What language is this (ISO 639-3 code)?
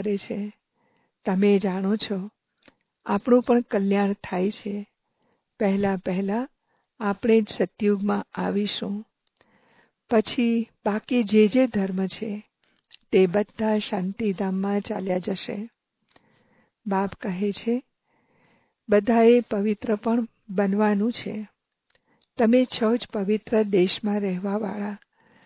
guj